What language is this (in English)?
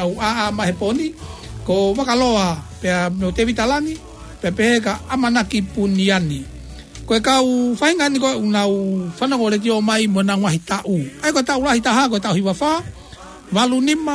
Tongan